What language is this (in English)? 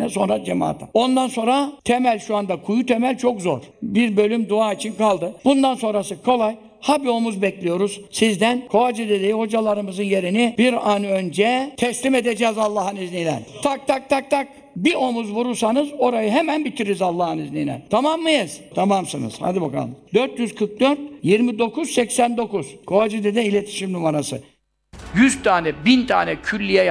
Turkish